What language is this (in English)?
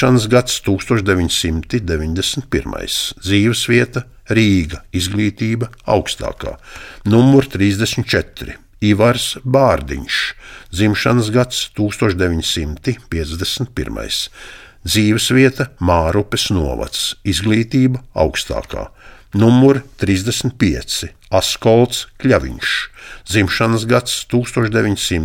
Latvian